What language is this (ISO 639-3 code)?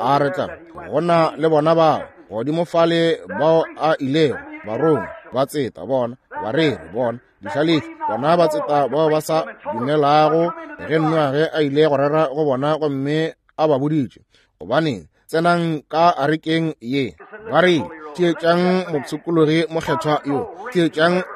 nso